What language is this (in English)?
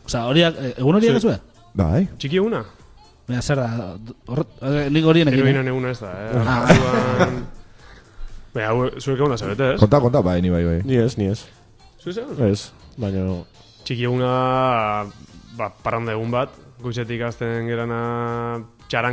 Basque